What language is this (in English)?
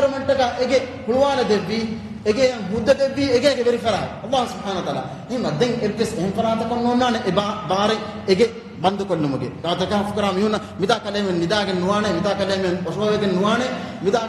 Divehi